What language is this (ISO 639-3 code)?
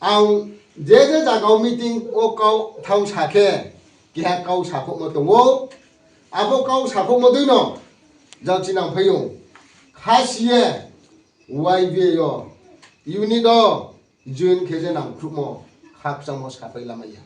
ria